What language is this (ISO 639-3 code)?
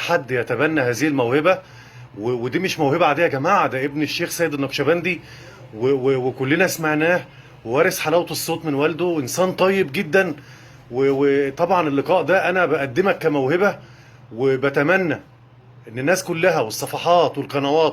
arz